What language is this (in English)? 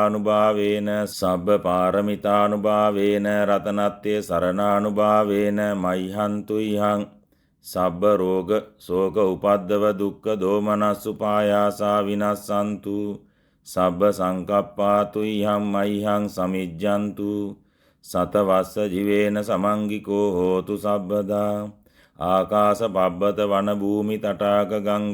Sinhala